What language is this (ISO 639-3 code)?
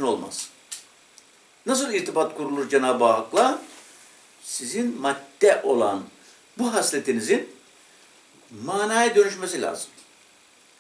tur